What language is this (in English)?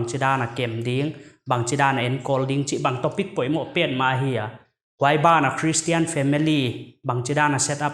Paite Chin